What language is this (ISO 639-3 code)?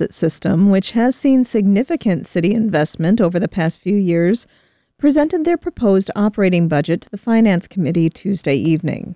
eng